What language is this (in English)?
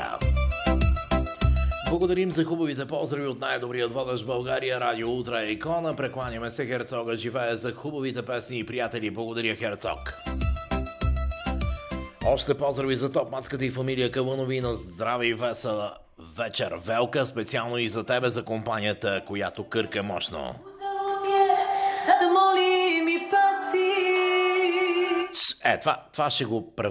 Bulgarian